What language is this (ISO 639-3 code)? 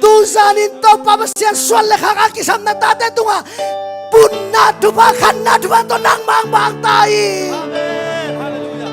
ctd